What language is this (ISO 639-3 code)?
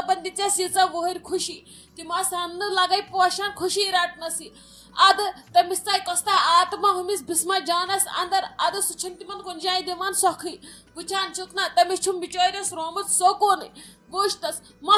kas